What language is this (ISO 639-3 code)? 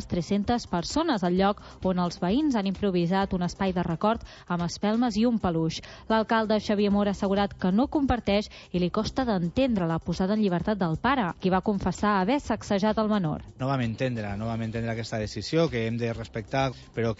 cat